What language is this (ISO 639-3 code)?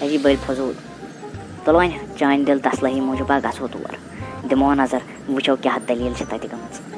kas